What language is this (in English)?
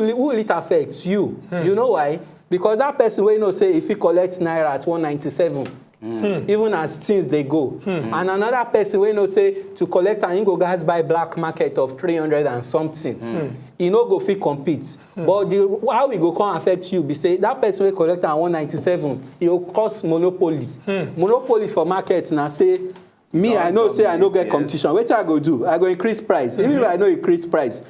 Nigerian Pidgin